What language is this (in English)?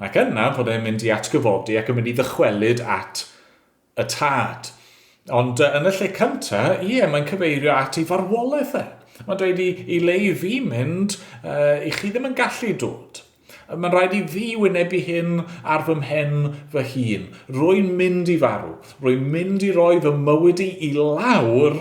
Welsh